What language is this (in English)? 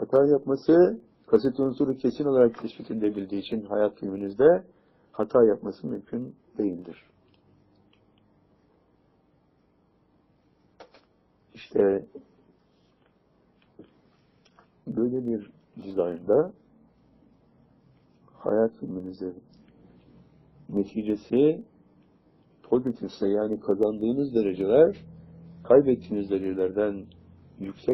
Turkish